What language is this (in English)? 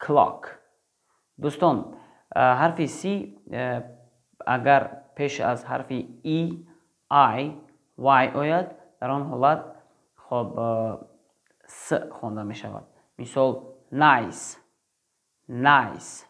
Tajik